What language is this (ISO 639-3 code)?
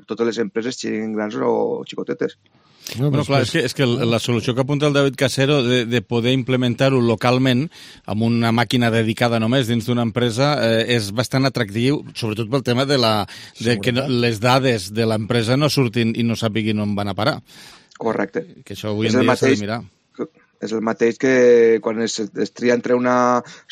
cat